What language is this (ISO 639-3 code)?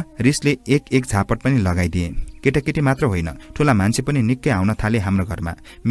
nep